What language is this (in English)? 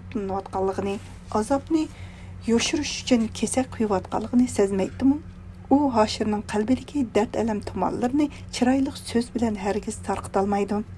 Uyghur